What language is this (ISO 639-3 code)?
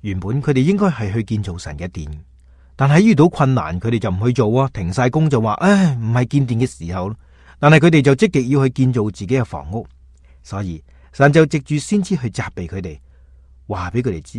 yue